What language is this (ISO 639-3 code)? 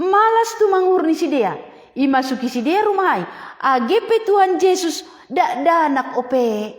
bts